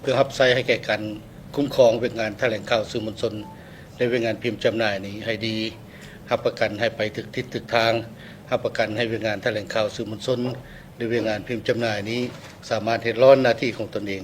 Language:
Lao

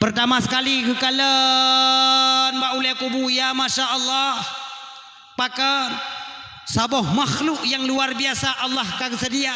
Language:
Achinese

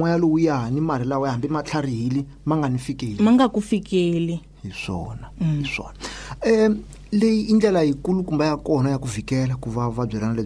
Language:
Tsonga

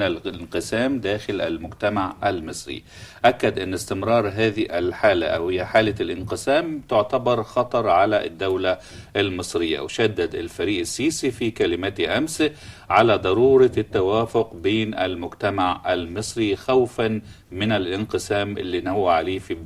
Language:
Egyptian Arabic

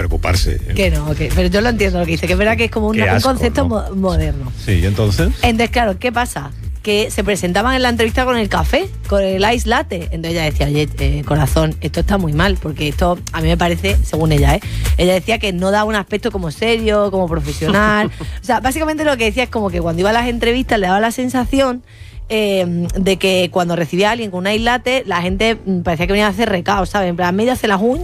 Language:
Spanish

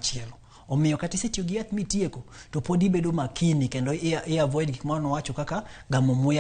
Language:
Luo (Kenya and Tanzania)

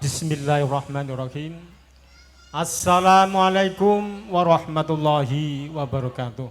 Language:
Javanese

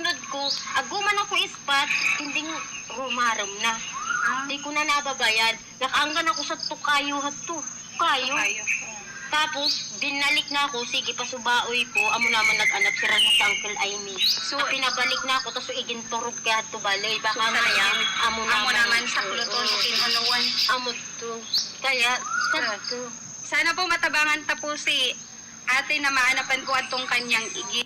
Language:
Bikol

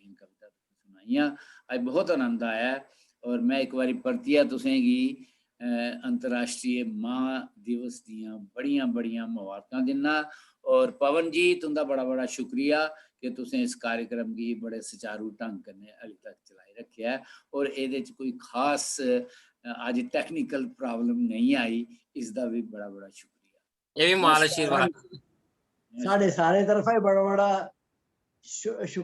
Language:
Dogri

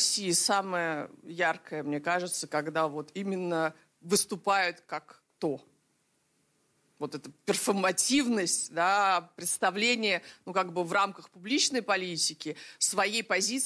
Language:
Russian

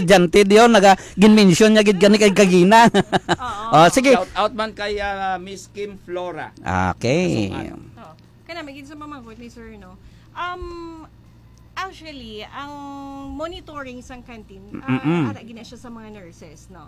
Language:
Hiligaynon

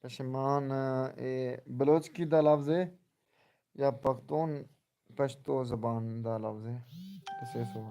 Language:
Saraiki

